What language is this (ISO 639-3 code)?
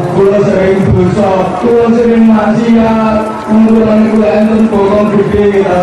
jav